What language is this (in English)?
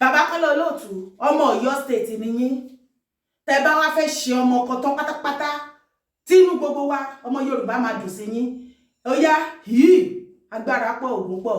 Yoruba